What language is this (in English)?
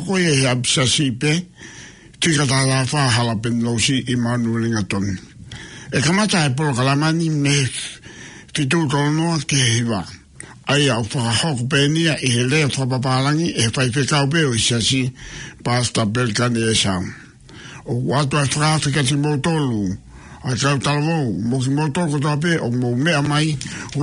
Tongan